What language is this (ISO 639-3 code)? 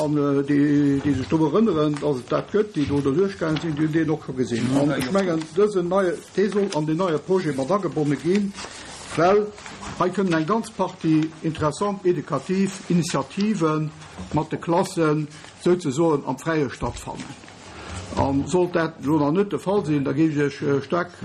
ltz